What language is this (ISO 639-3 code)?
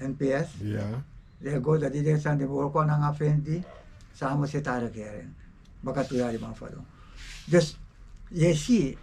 srn